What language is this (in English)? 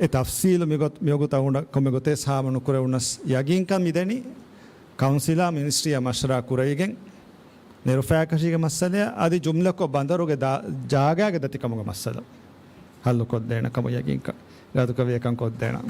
Divehi